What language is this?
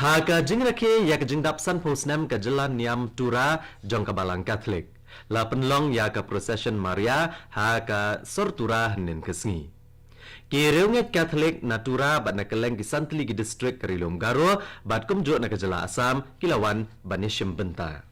Khasi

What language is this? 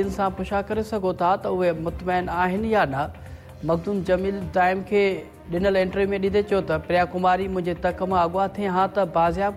Sindhi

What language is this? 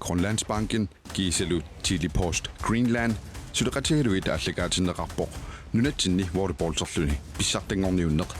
Kalaallisut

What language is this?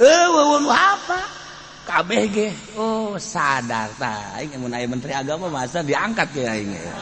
Sundanese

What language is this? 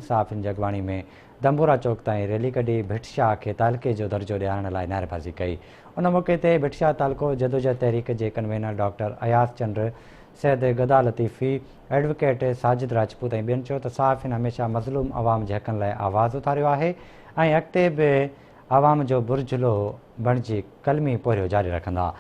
Sindhi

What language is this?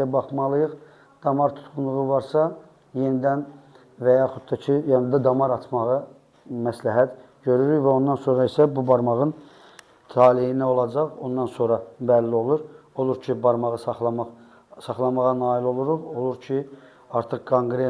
Azerbaijani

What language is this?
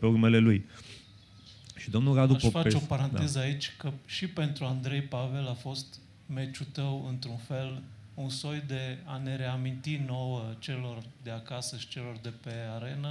Romanian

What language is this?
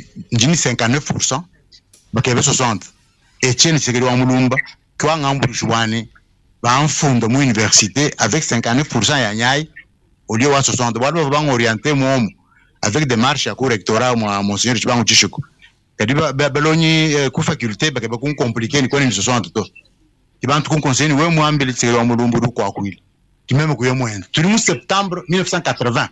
Luba-Lulua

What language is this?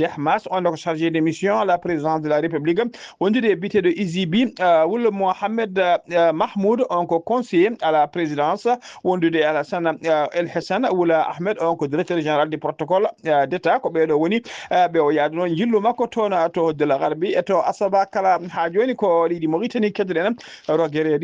Fula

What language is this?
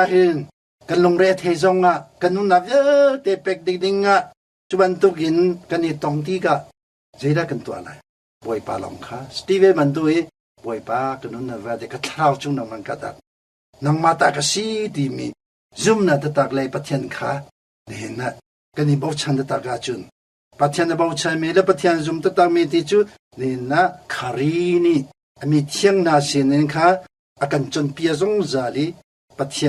Hakha Chin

